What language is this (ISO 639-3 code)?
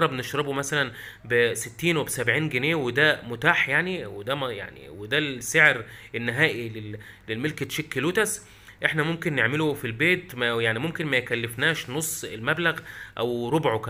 arz